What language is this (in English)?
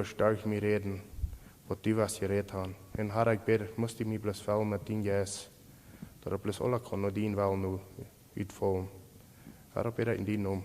Plautdietsch